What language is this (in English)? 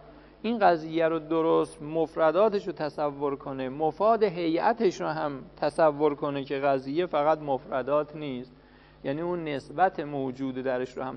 Persian